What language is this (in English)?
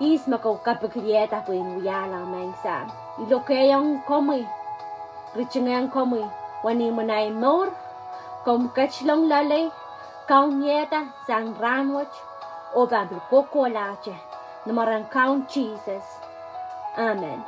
Pohnpeian